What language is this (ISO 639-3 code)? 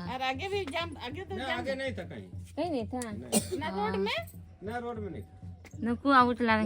sat